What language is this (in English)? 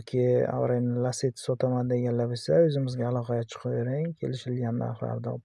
Uzbek